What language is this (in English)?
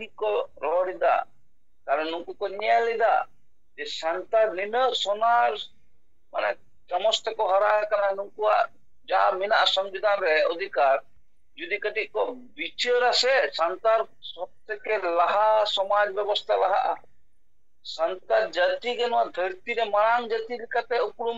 Santali